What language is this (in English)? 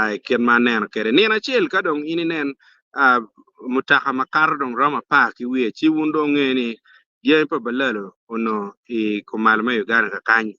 Acoli